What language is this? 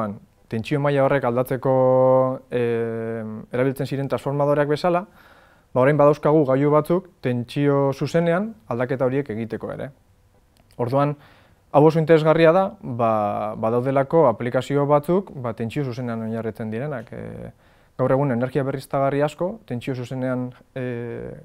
Basque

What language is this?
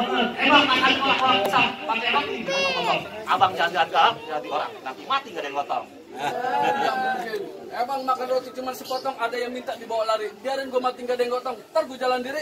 Betawi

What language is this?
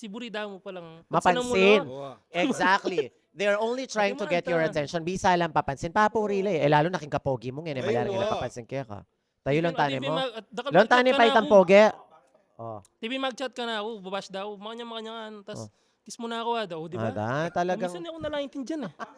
Pampanga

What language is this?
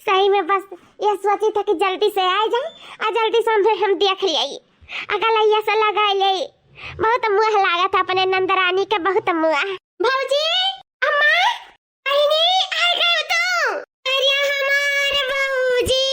Awadhi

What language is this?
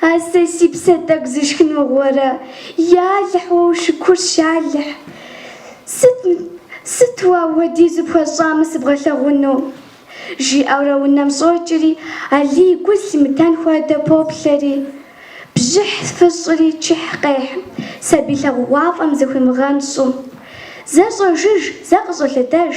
Kabardian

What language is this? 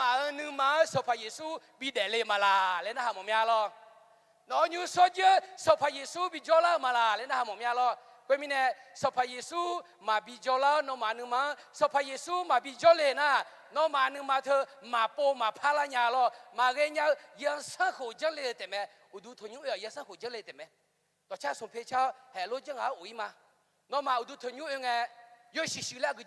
Akha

